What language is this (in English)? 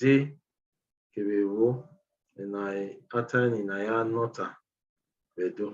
Bini